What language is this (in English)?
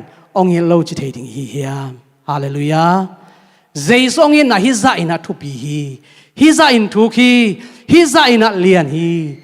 Tedim Chin